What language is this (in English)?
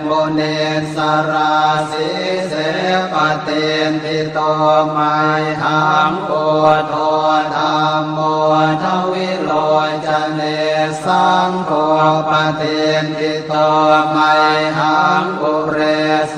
Pali